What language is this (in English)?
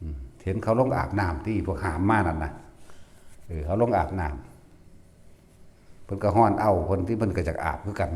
Northeastern Thai